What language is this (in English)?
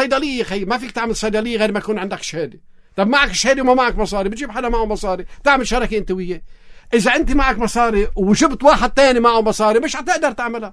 North Levantine Arabic